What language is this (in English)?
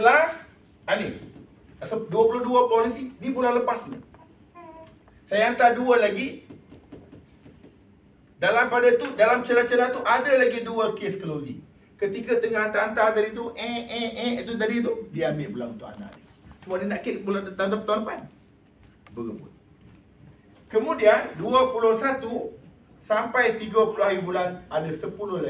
Malay